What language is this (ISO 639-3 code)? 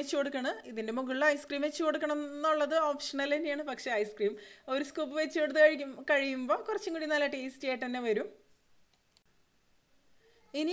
mal